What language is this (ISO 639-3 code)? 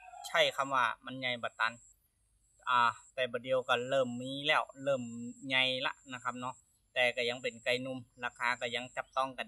nod